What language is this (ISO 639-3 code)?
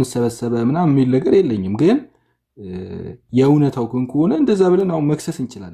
amh